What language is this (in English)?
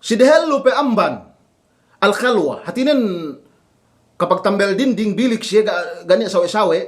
Yakan